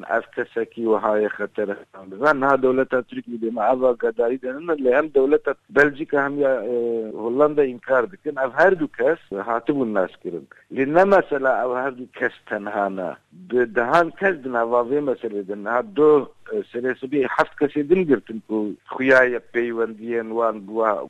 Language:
Kurdish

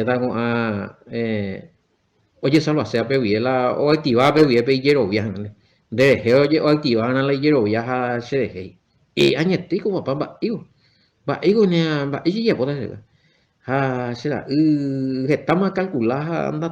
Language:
Guarani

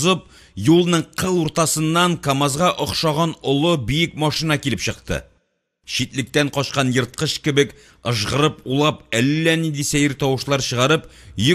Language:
Tatar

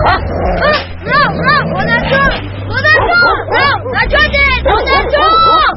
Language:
Tajik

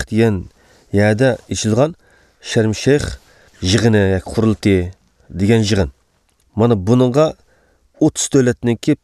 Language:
Uyghur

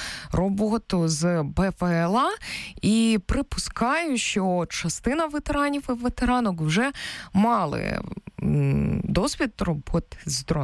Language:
Ukrainian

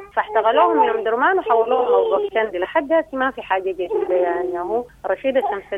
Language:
Sudanese Arabic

